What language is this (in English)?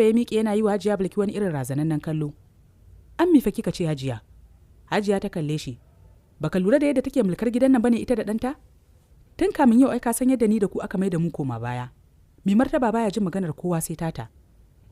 Hausa